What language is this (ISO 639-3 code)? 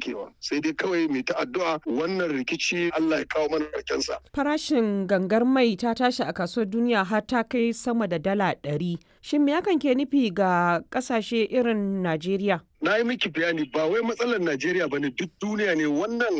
hau